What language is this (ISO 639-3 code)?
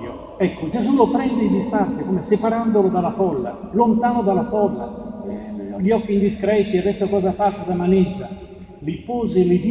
ita